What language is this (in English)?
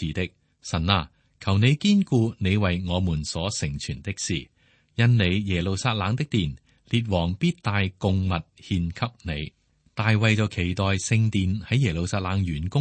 Cantonese